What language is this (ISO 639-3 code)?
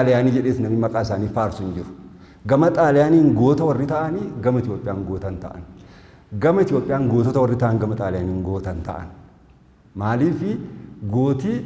orm